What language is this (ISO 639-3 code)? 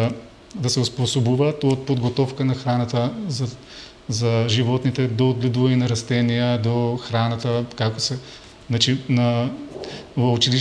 mkd